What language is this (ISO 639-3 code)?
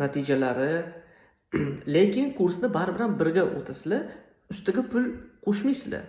uzb